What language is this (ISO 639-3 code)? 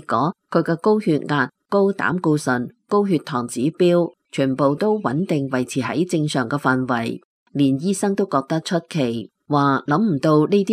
yue